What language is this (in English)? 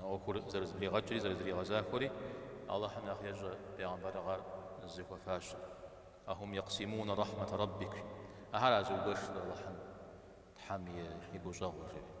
Kabardian